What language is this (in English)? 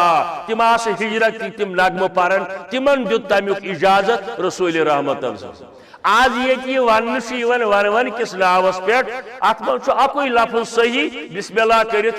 Kashmiri